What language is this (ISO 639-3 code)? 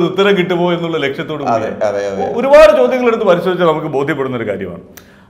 mal